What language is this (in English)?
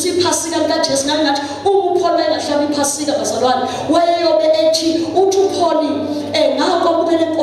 Zulu